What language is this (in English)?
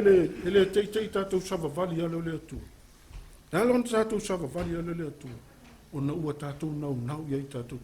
Samoan